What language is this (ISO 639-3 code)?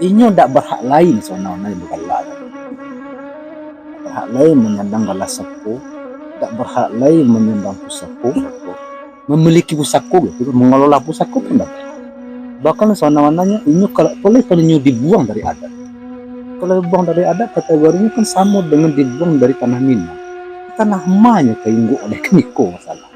min